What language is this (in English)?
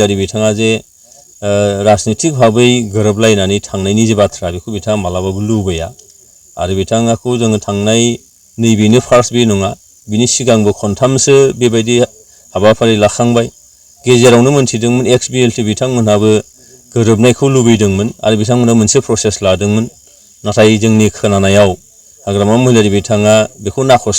Bodo